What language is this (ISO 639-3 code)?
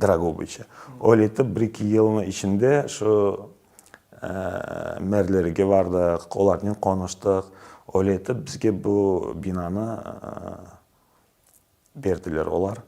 crh